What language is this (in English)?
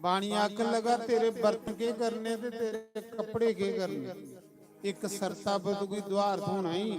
Dogri